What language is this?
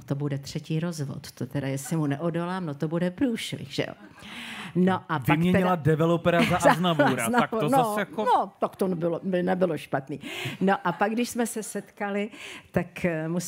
Czech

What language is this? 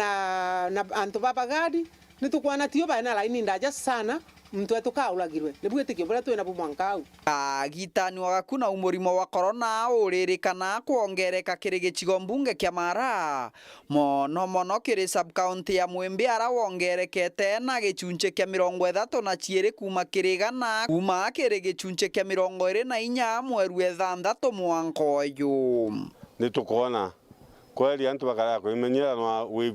Meru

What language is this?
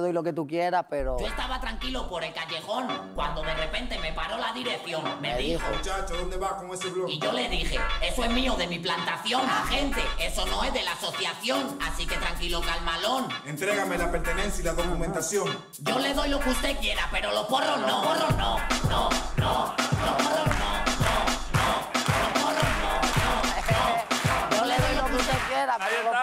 Spanish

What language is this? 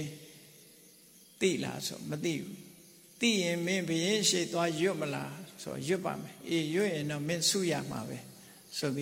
Burmese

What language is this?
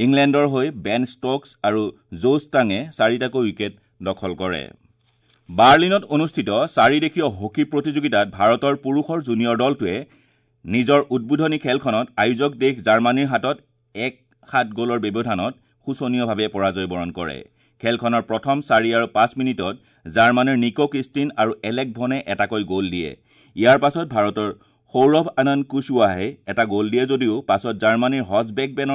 Assamese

